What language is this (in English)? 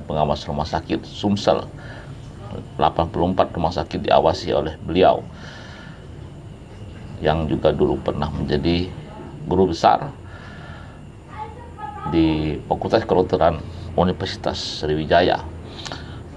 Indonesian